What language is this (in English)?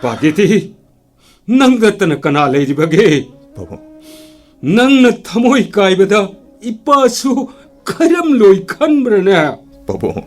Manipuri